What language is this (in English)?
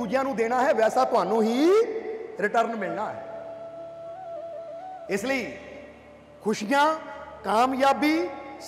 Punjabi